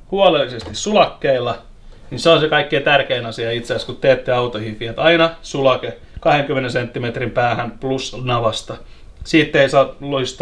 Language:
Finnish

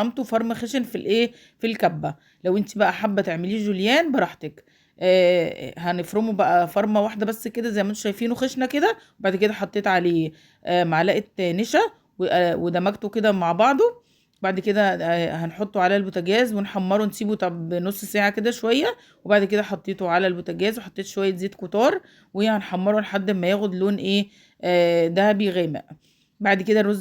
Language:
Egyptian Arabic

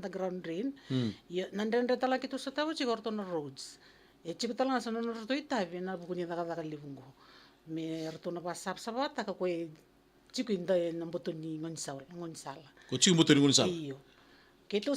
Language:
Fijian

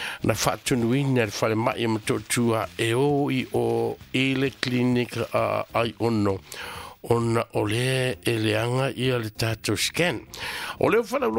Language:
Samoan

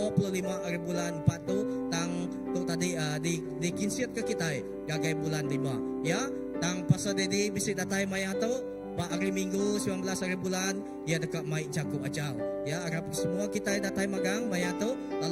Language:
Iban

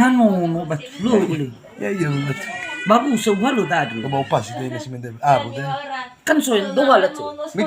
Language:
Nias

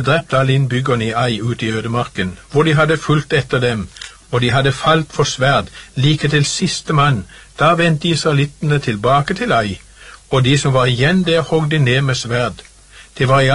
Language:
Norwegian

